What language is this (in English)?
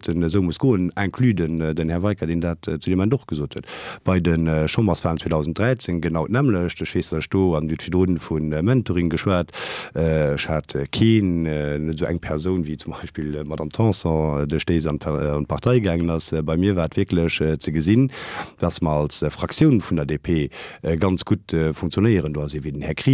Luxembourgish